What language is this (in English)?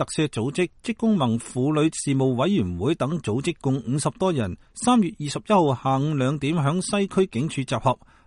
Cantonese